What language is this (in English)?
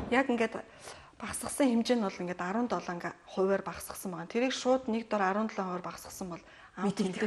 Mongolian